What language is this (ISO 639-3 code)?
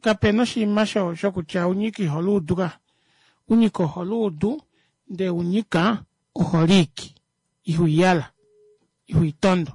kua